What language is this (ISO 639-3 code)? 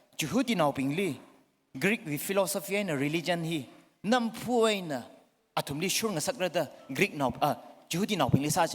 nmf